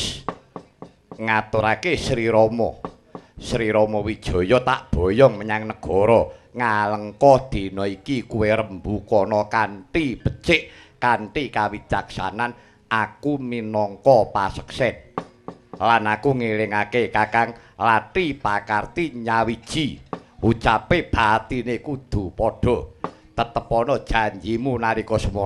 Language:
Javanese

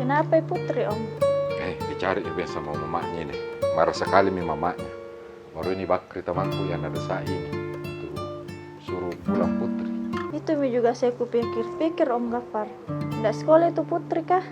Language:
Makassar Malay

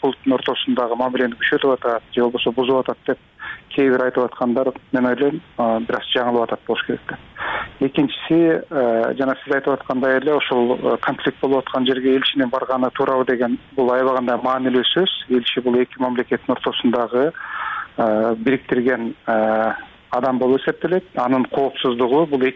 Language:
Kyrgyz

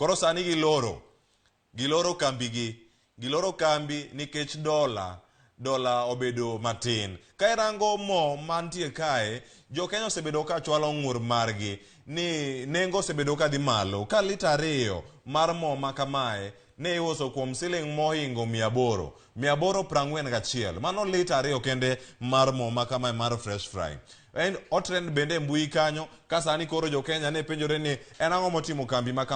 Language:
Luo (Kenya and Tanzania)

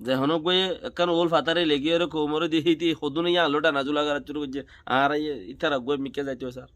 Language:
Rohingya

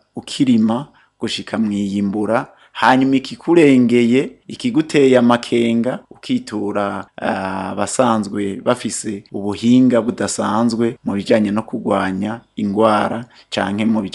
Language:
Rundi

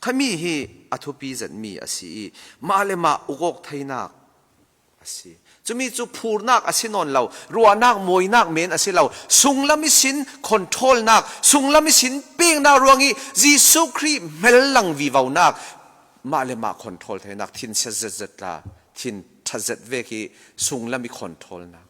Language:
Falam Chin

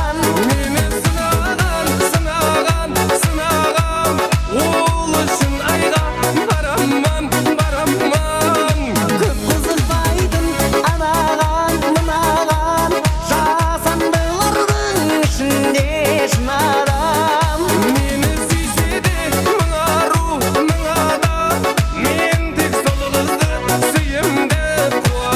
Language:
Kara-Kalpak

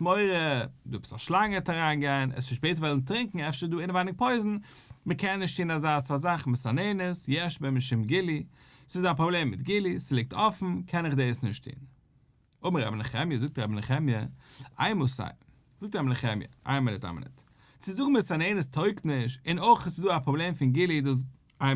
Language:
Yiddish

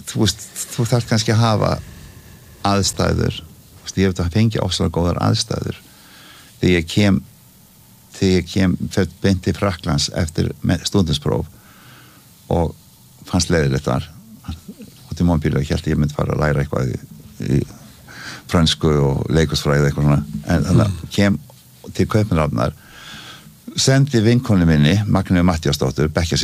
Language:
Icelandic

